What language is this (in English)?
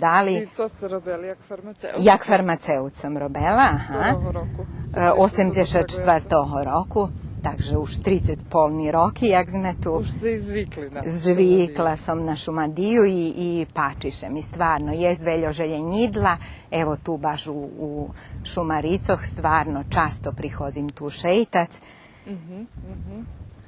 Rusyn